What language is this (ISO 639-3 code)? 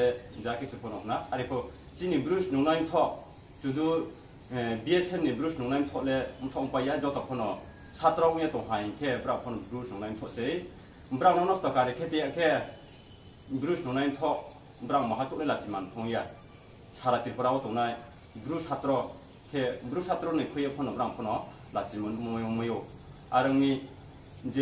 ria